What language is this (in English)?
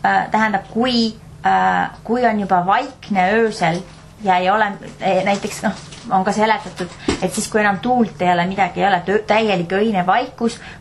Estonian